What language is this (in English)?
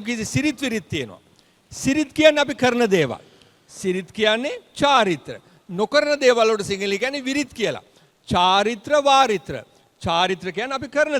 Sinhala